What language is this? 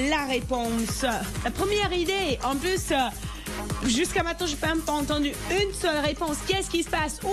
French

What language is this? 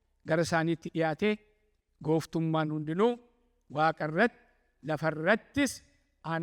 Oromo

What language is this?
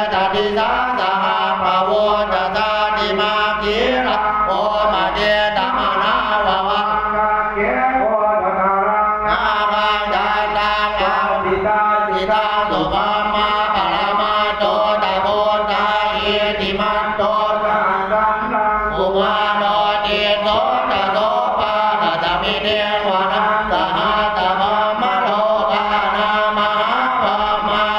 Pali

